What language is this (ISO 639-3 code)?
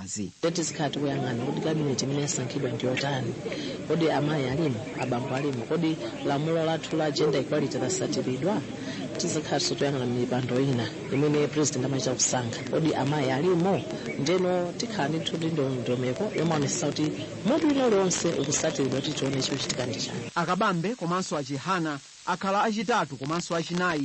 nya